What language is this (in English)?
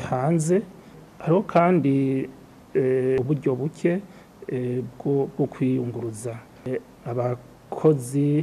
Rundi